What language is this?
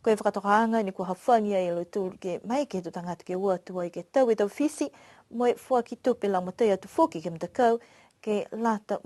Niuean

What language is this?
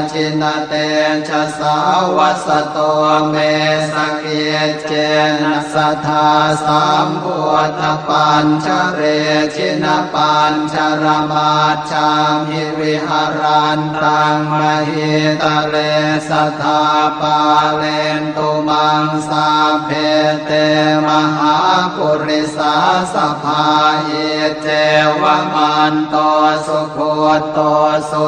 Pali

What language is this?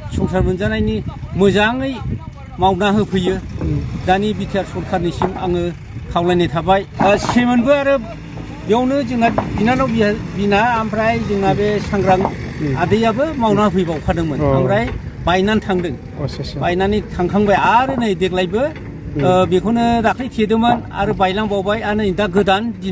Bodo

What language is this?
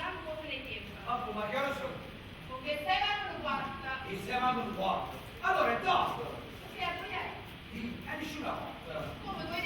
Neapolitan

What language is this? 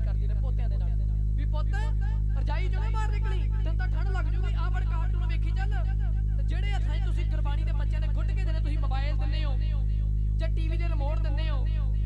Punjabi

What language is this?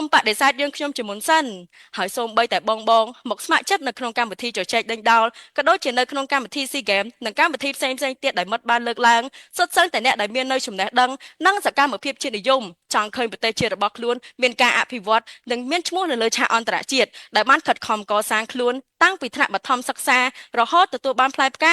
Khmer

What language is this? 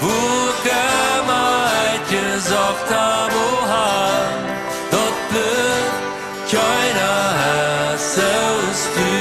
Plautdietsch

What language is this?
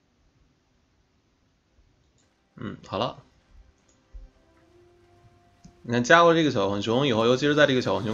Chinese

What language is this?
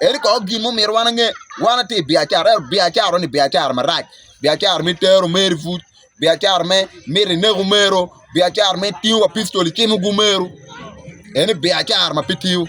Acoli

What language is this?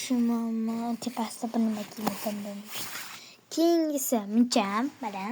Uzbek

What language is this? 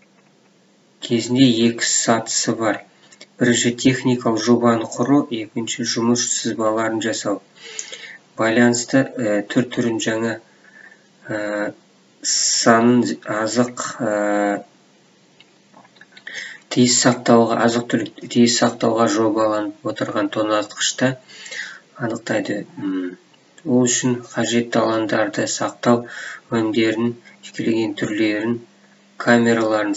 Kazakh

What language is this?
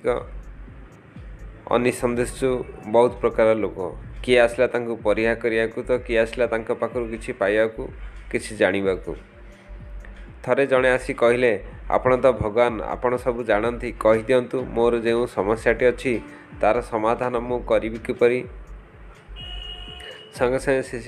Odia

